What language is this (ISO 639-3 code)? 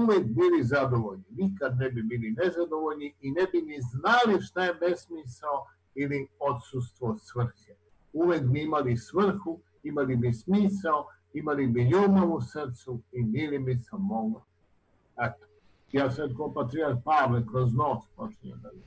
srp